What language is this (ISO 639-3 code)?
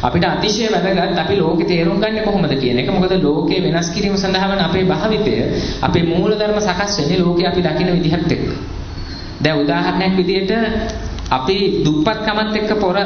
sin